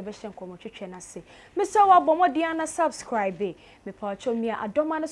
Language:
Akan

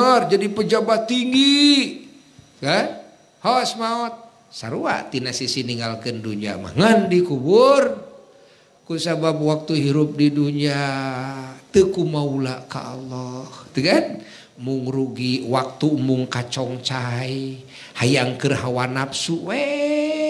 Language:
Sundanese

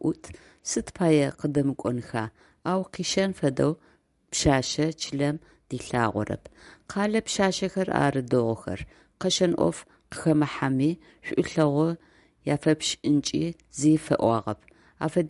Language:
Adyghe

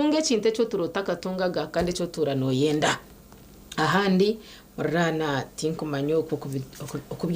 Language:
Nyankole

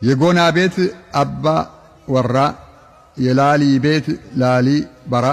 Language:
Amharic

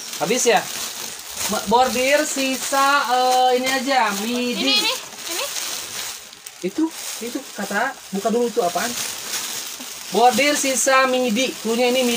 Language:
Indonesian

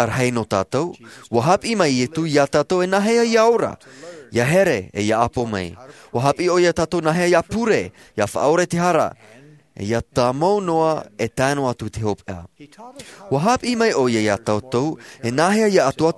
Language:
Tahitian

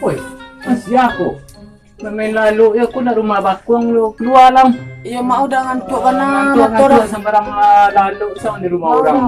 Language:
Minangkabau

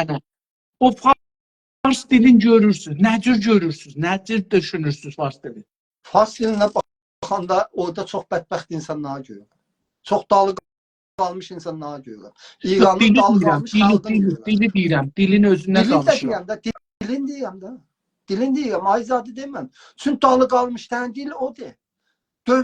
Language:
South Azerbaijani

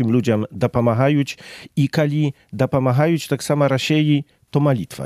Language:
Belarusian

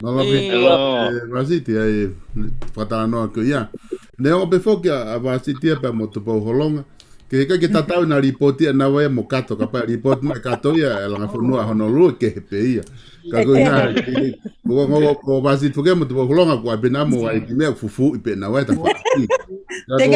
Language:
Tongan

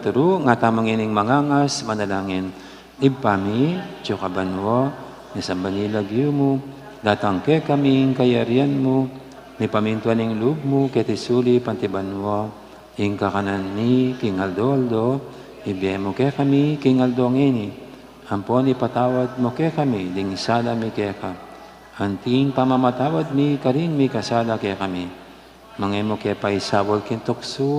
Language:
Pampanga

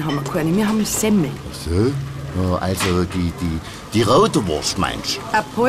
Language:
Bavarian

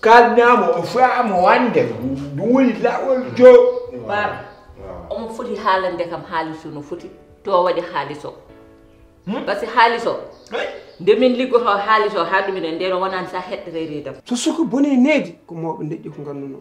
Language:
Fula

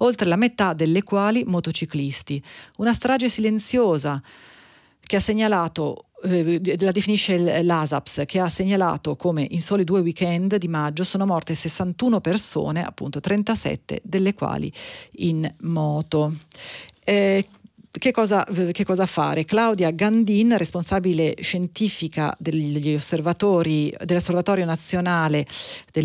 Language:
Italian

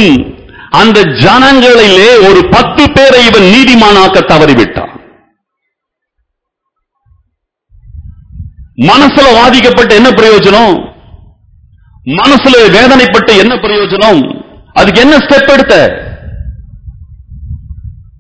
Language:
Tamil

